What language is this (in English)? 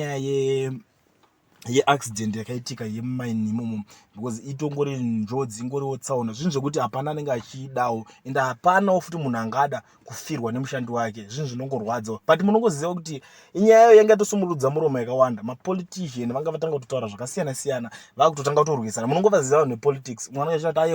Shona